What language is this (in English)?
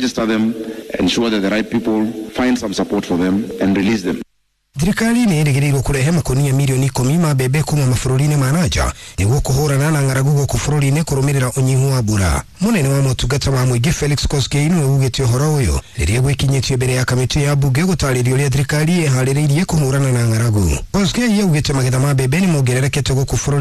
Kikuyu